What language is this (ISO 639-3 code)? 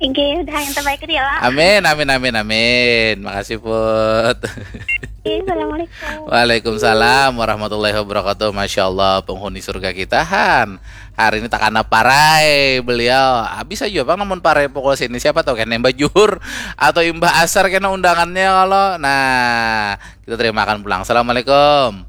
bjn